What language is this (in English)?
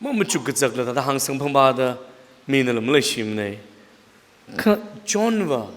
Tangkhul Naga (India)